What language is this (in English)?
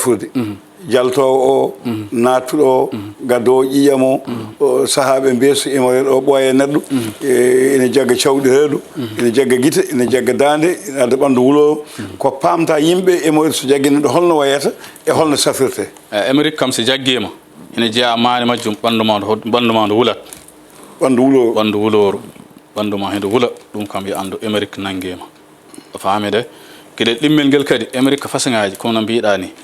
Fula